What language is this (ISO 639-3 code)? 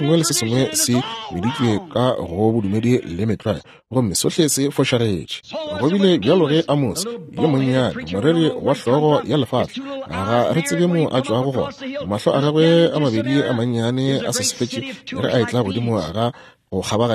nso